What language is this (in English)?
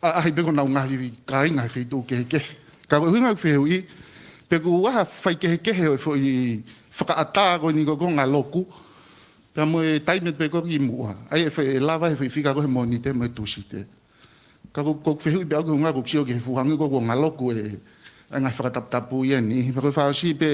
Tongan